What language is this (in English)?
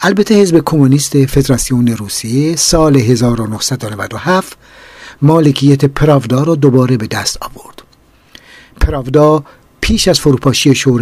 Persian